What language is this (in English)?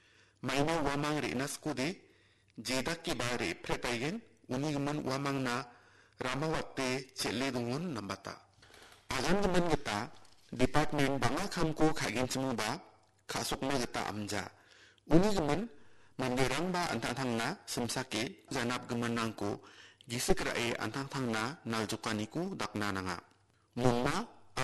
Garo